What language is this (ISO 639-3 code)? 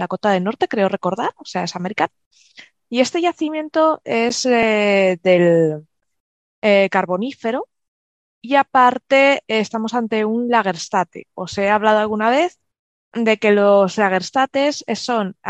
spa